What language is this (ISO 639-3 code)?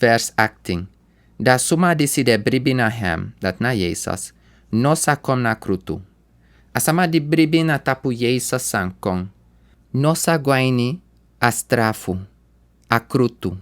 srn